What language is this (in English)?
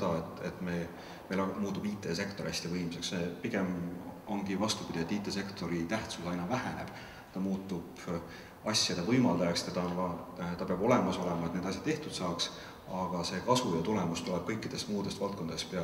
Estonian